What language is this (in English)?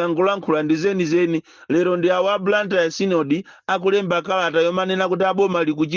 Nyanja